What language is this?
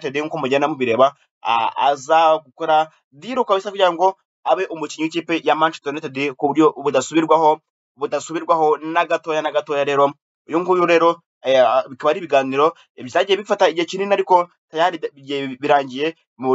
Kinyarwanda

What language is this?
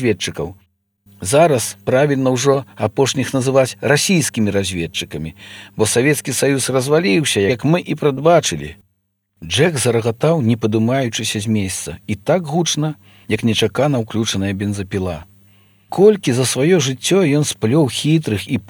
Belarusian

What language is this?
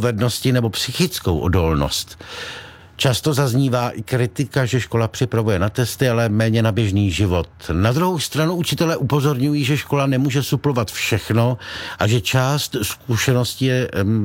Czech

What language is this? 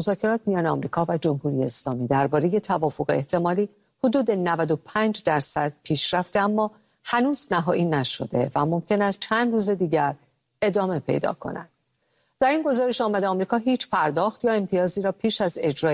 Persian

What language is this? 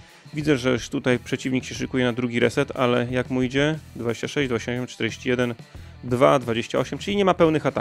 Polish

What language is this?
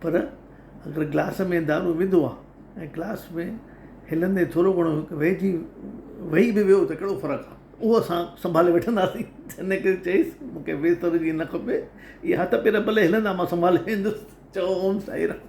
Sindhi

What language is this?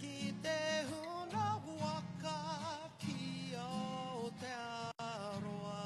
Māori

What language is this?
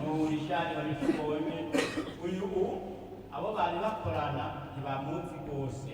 Rundi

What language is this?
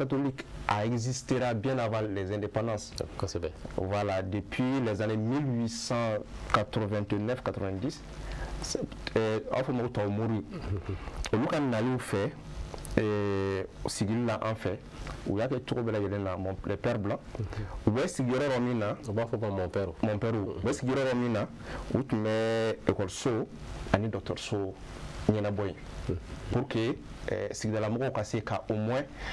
Bambara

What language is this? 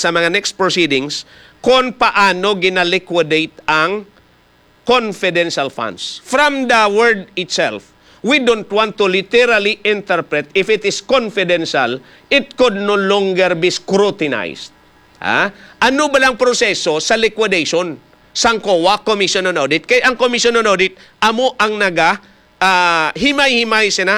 Hiligaynon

